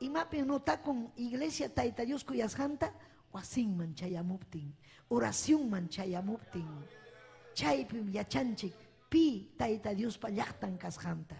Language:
Ayacucho Quechua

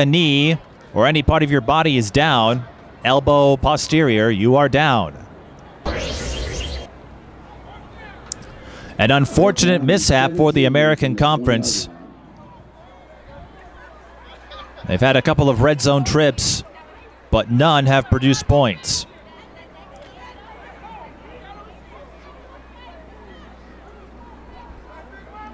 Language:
English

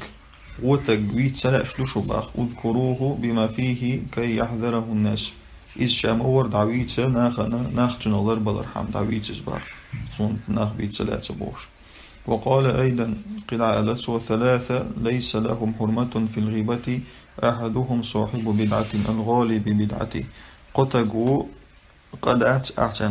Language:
Chechen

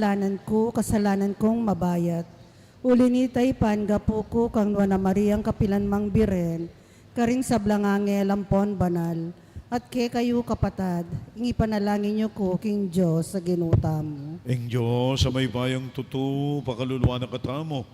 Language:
Pampanga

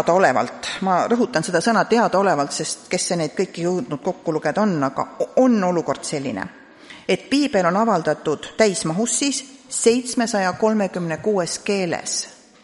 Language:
Estonian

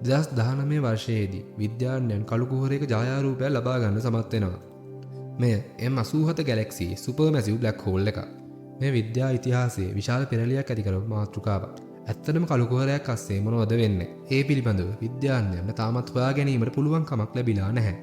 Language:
Sinhala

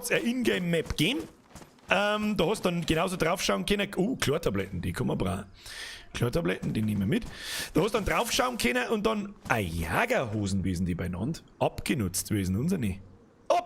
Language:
Bavarian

